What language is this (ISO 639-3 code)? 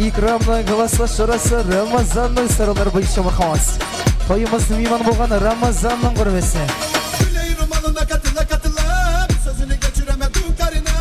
kaa